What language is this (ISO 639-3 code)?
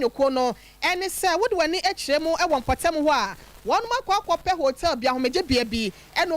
aka